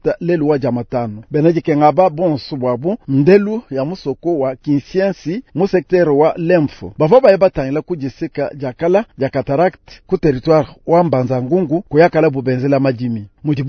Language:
Luba-Lulua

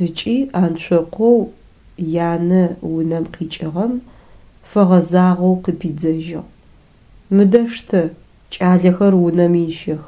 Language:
Adyghe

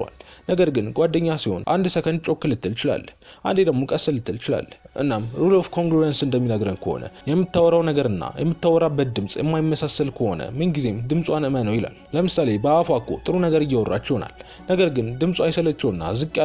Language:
Amharic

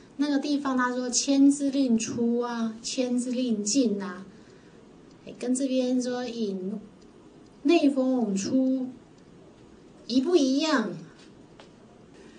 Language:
Chinese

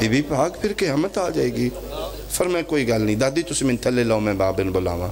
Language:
Pahari-Potwari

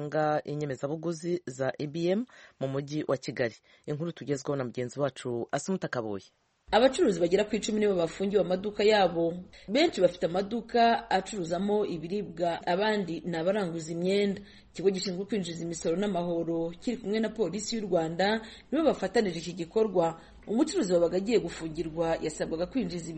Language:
Kinyarwanda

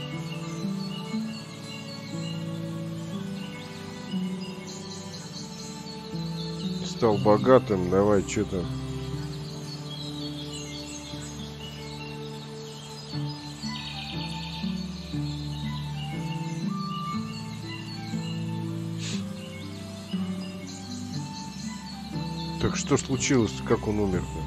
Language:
Russian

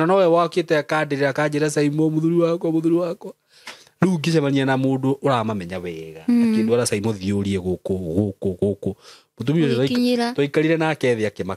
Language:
Kikuyu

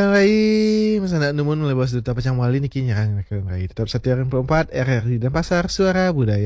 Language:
Balinese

